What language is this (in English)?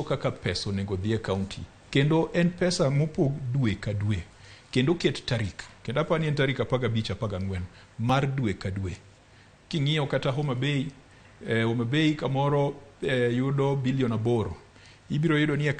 Luo (Kenya and Tanzania)